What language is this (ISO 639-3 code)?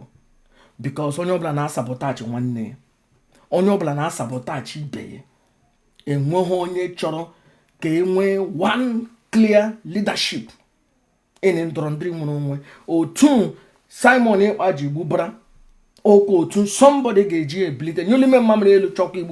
ibo